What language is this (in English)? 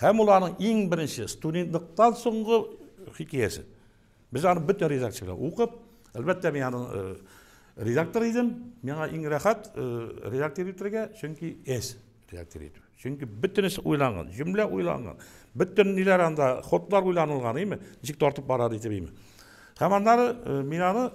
Tatar